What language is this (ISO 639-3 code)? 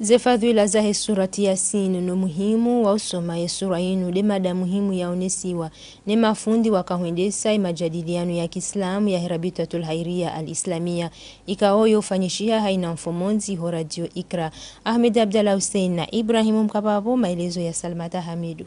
zdj